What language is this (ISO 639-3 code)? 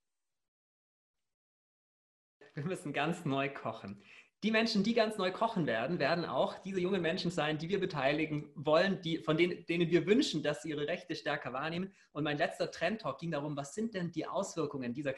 deu